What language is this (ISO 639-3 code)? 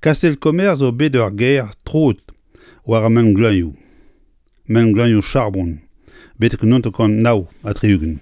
bre